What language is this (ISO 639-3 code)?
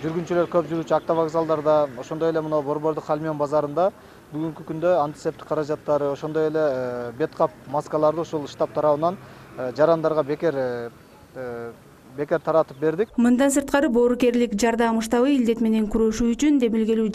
kir